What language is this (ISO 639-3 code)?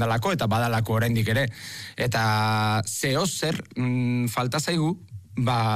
eus